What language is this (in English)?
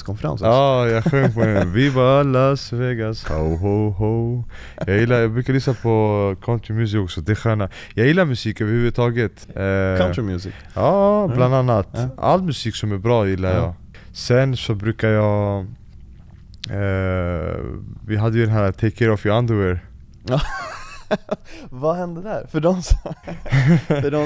Swedish